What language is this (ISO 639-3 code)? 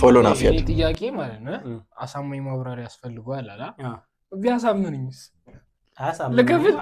amh